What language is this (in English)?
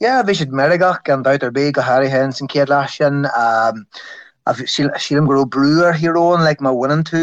Irish